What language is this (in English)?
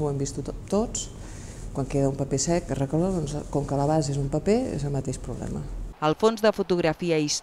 Catalan